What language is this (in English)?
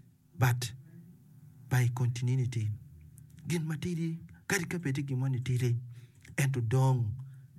Acoli